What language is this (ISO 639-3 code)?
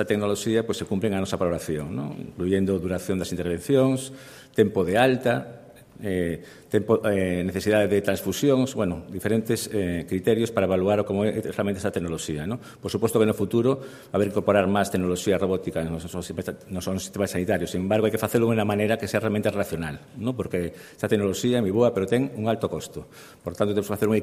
glg